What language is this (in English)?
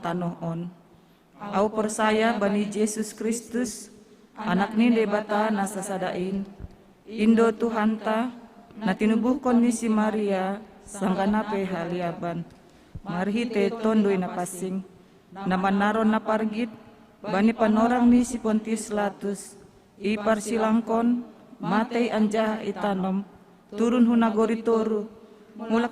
Batak Simalungun